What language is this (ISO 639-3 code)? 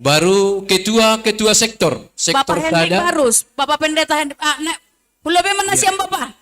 bts